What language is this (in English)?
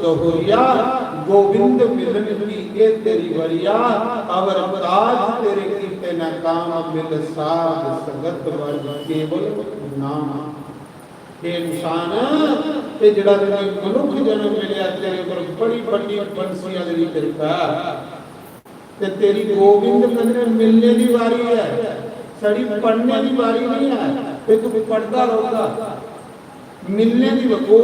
Dogri